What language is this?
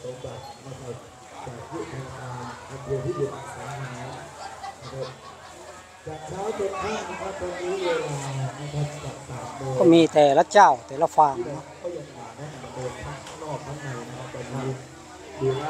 Thai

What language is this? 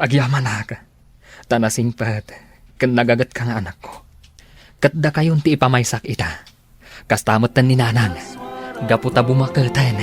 Iloko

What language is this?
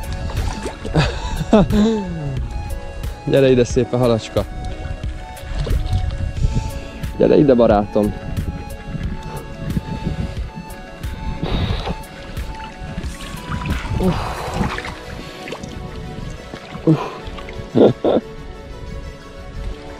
Hungarian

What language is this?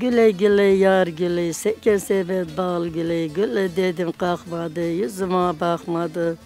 Zaza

